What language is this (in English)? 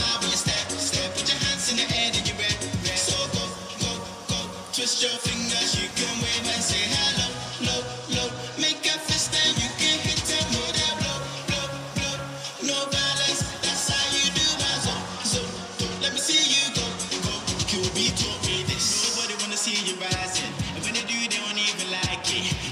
Tongan